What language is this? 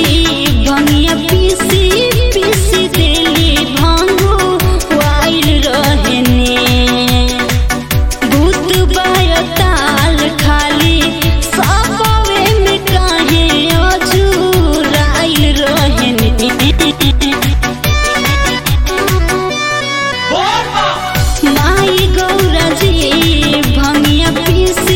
Bhojpuri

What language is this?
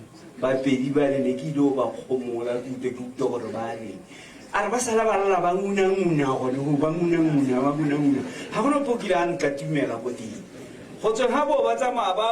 Tswana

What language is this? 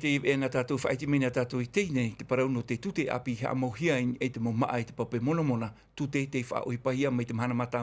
Tahitian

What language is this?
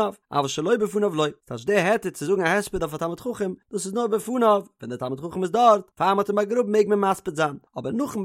Yiddish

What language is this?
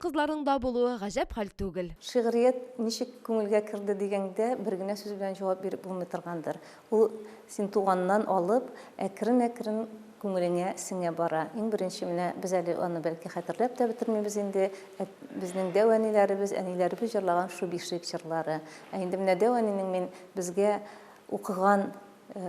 Tatar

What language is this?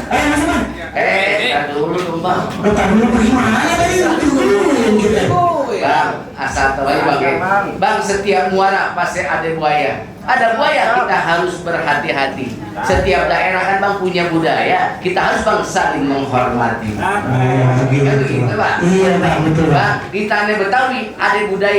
Betawi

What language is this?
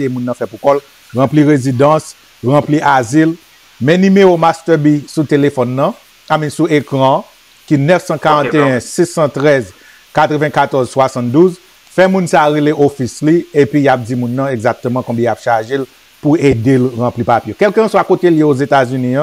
Haitian Creole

